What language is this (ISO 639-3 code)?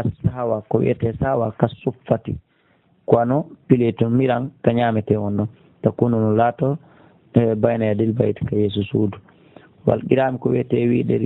ful